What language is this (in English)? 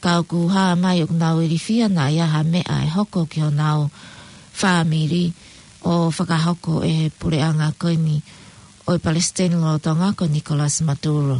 Tongan